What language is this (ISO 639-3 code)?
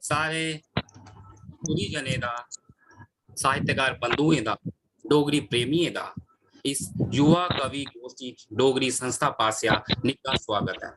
doi